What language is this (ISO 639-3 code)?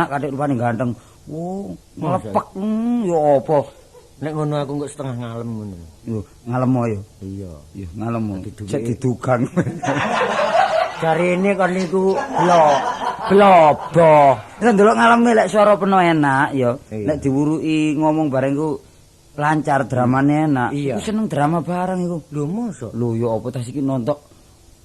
jav